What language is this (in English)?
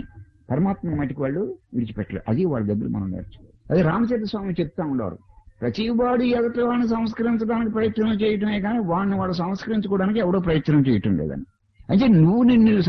Telugu